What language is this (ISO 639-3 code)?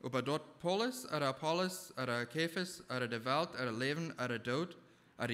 pdt